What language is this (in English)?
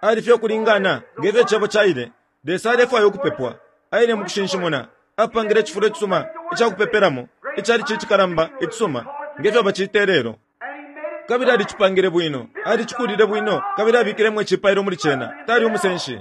Bemba